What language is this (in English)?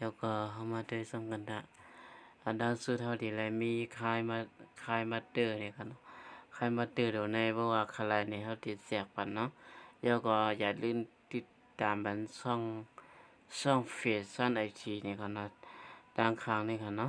Shan